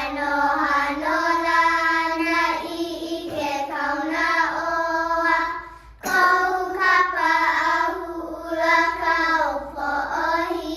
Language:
Hawaiian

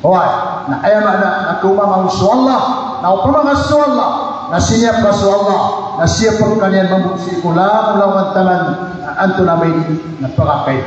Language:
Maranao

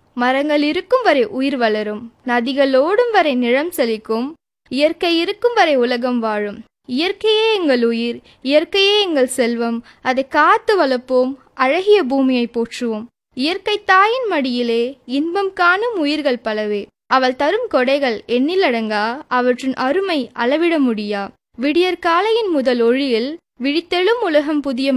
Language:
Tamil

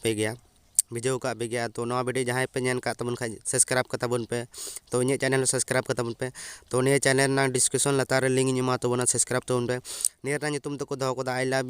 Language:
Santali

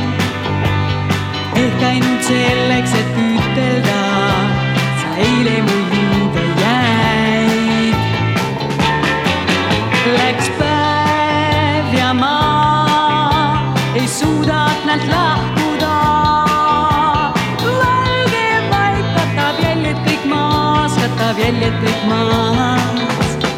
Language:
Estonian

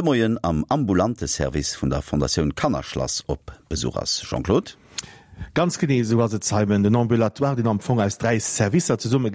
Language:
Luxembourgish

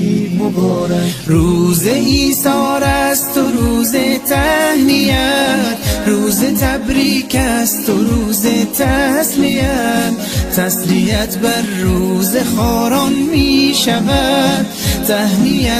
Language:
Tajik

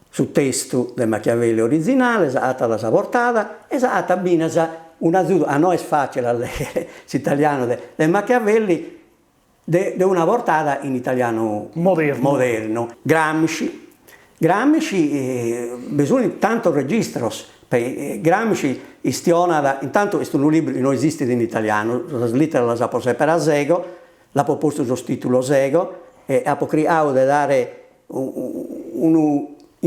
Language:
Sardinian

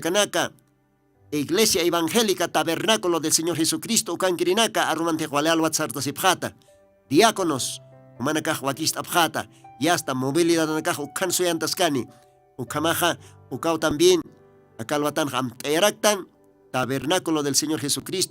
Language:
Aymara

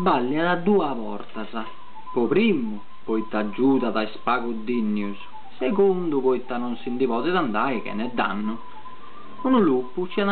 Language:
Sardinian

